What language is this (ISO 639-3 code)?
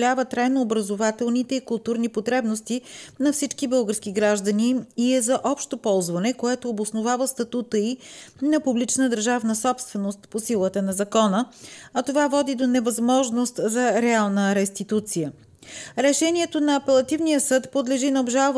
bul